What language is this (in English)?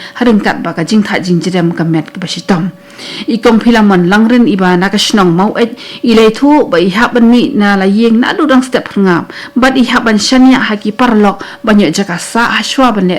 Khasi